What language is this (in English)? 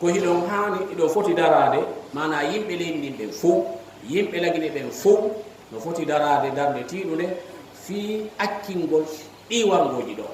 Fula